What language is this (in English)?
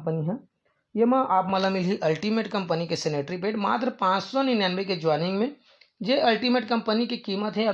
Chhattisgarhi